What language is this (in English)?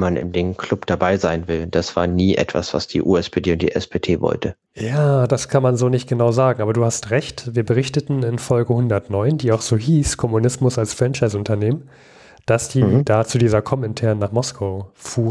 German